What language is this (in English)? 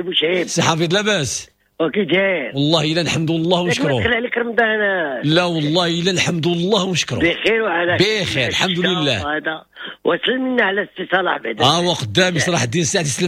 Moroccan Arabic